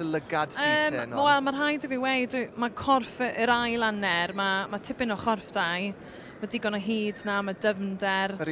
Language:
Welsh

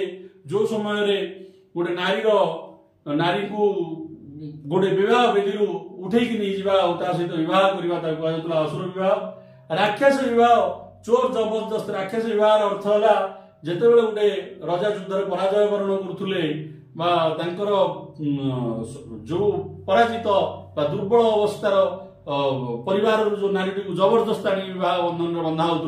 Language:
Odia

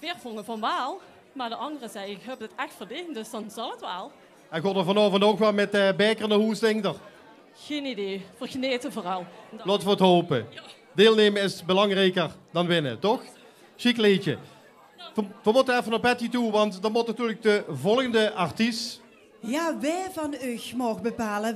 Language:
Limburgish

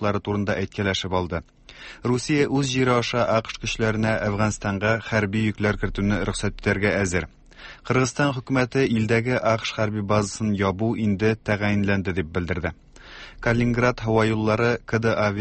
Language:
Tatar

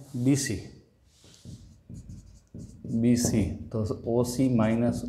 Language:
Gujarati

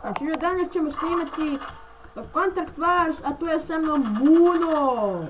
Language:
Bosnian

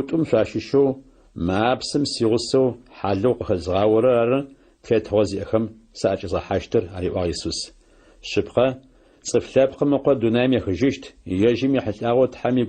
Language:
Adyghe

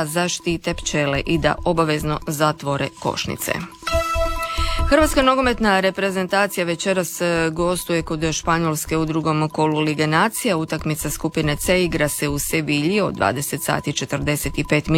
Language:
Croatian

